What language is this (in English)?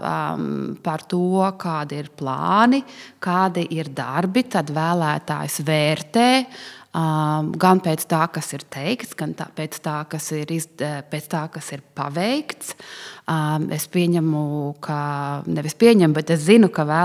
Latvian